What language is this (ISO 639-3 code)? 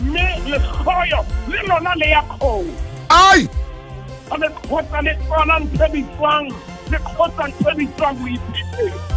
sot